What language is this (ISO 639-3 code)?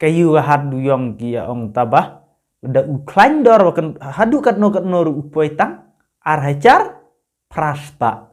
kha